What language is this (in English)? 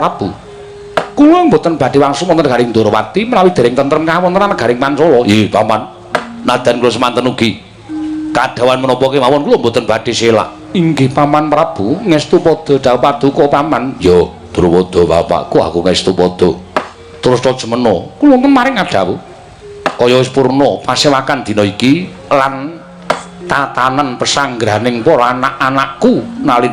Javanese